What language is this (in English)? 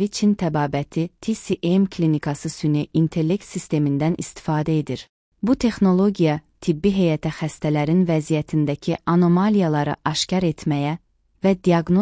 Azerbaijani